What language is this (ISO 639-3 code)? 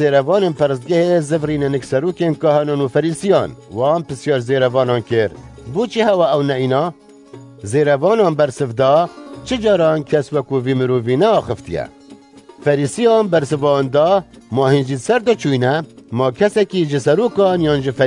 kur